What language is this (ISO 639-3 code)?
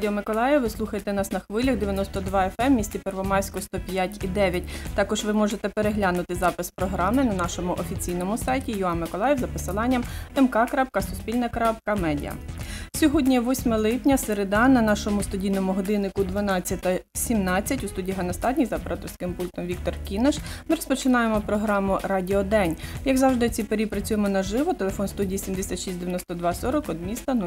ukr